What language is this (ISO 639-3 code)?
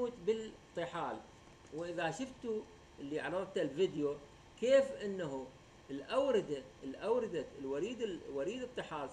acm